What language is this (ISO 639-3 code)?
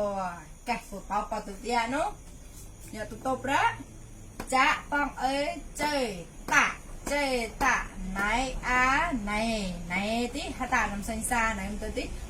mnw